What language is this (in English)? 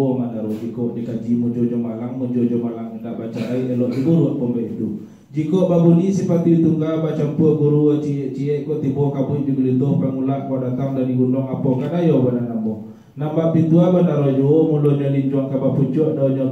Minangkabau